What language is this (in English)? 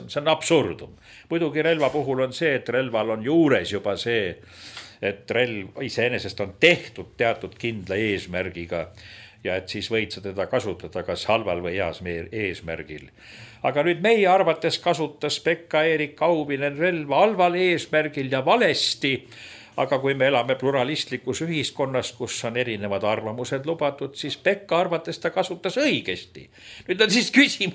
Estonian